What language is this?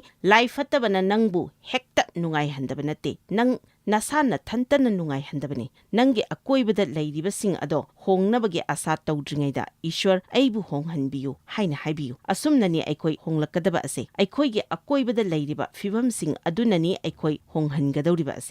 Manipuri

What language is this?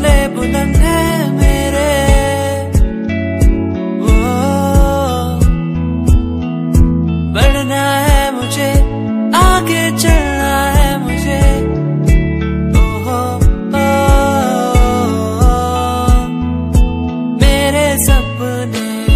Hindi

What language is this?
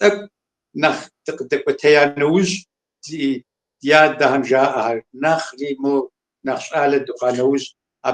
Kabardian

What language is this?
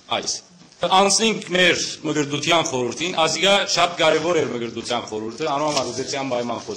Western Armenian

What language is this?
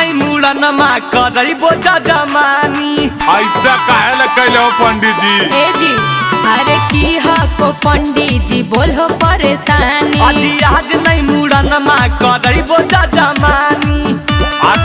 Magahi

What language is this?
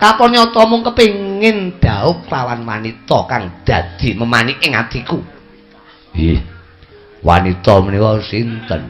Javanese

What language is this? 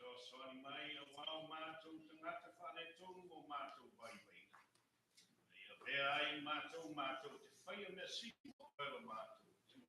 Samoan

